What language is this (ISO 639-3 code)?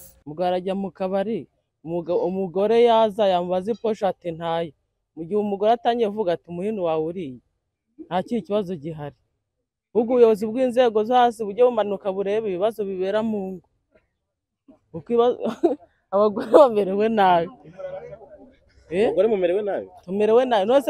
kin